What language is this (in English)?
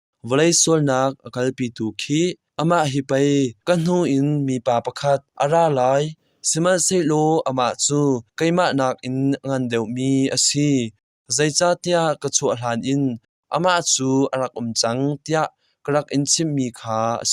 Hakha Chin